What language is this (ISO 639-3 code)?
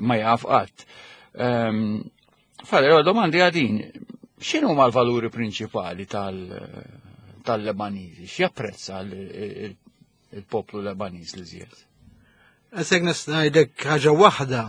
mlt